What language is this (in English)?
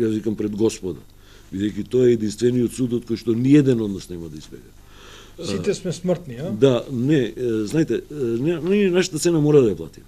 Macedonian